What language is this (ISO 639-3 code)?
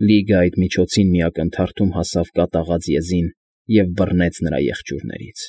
hye